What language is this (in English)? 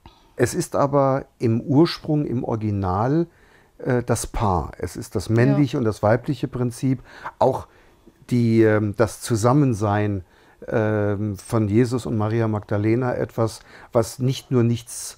German